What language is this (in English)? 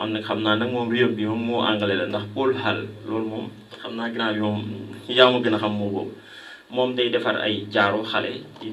Wolof